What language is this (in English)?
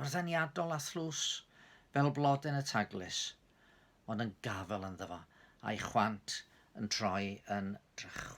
Welsh